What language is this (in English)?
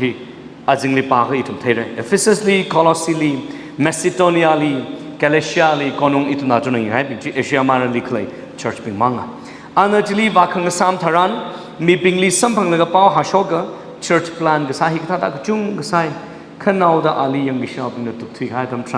Tangkhul Naga (India)